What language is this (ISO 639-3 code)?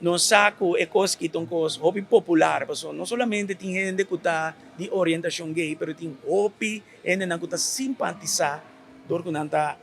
pap